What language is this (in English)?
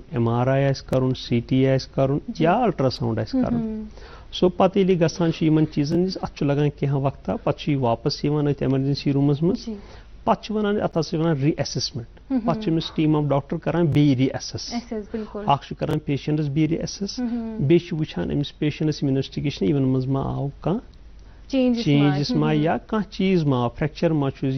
Kashmiri